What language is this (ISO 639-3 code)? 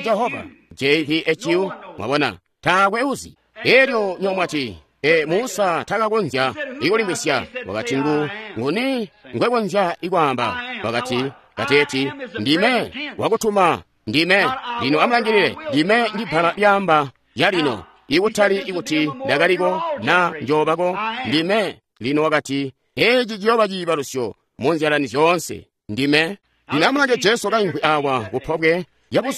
toi